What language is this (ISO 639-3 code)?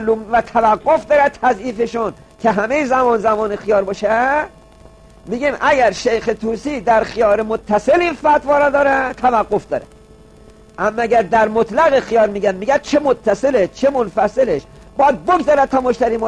fas